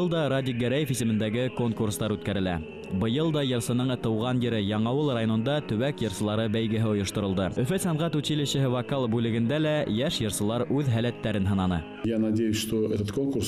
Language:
Bashkir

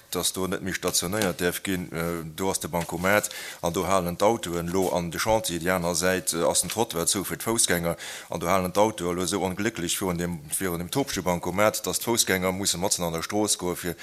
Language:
Luxembourgish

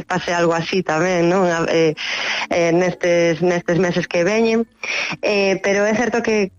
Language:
Galician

